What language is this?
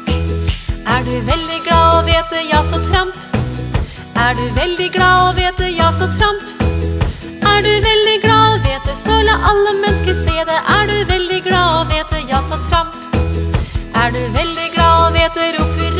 Norwegian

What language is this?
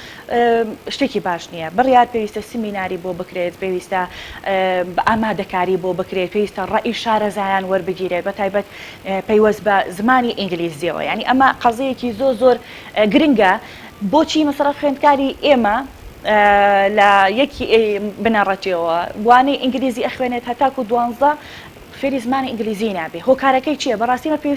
Central Kurdish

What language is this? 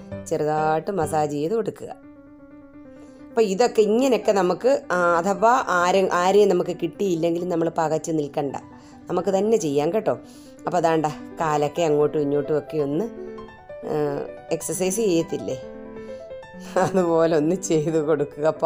Malayalam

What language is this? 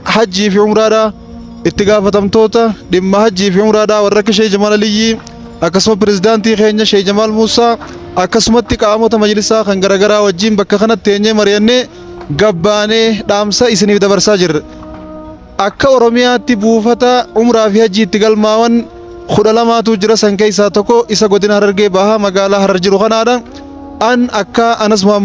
Oromo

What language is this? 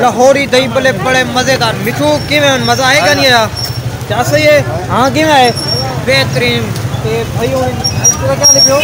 Saraiki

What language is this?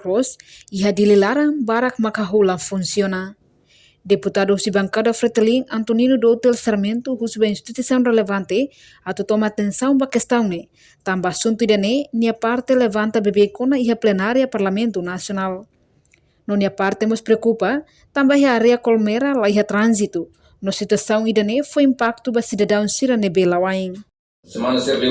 Tetum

